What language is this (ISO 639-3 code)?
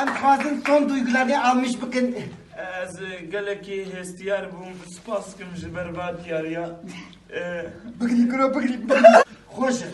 kur